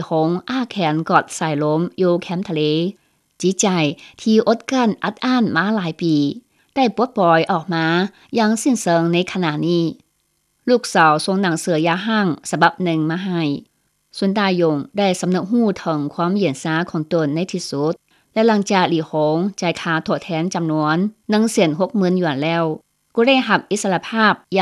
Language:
Lao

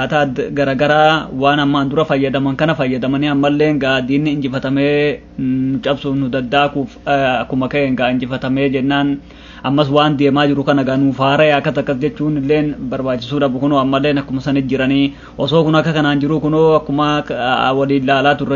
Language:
Oromo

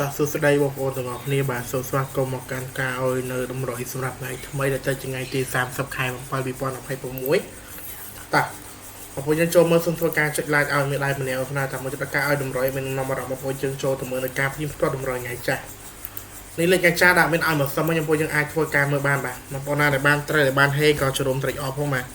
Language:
Khmer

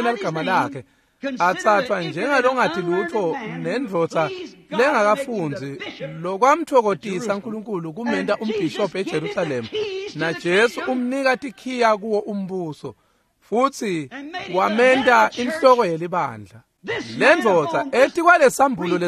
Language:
Swati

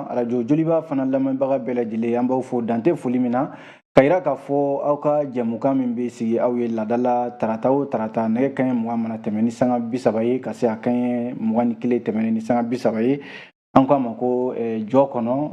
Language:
Bambara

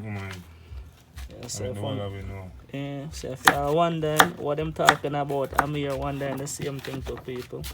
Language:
Jamaican Creole English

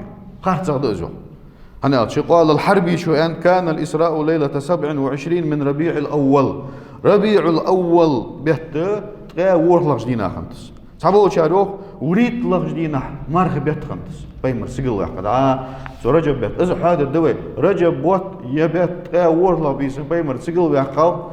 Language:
Ingush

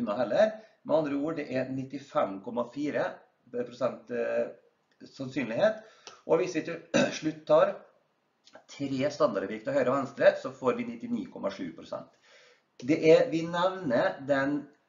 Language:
Norwegian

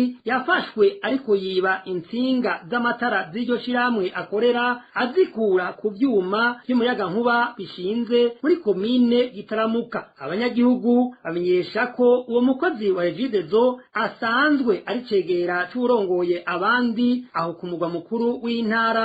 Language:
Rundi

